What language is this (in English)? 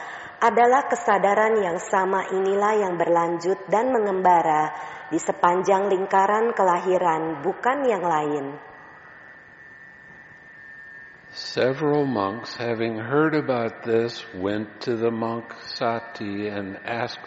Indonesian